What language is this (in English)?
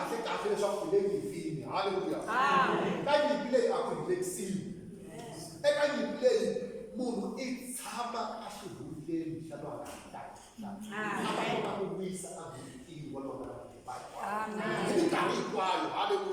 Tsonga